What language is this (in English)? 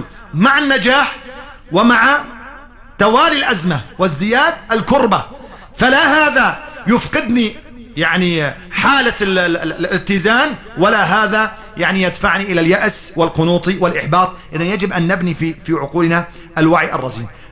Arabic